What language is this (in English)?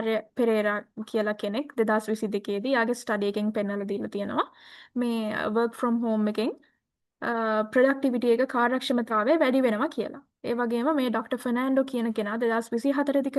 Sinhala